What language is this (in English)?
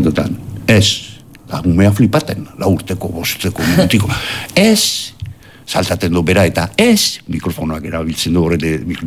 Basque